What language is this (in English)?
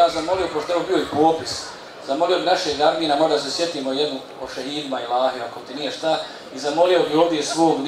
Bosnian